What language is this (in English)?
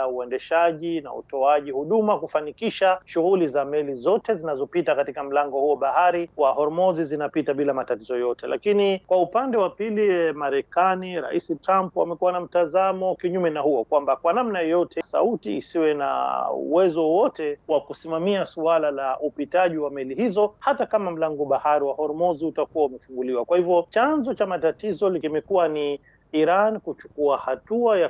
Swahili